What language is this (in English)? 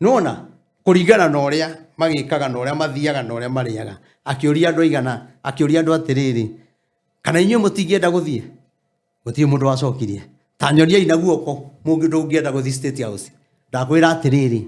Kikuyu